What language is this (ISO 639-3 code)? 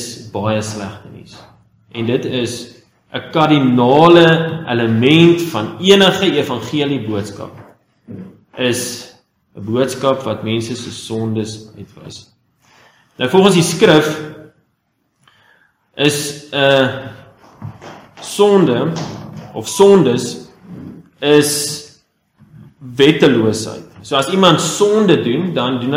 afr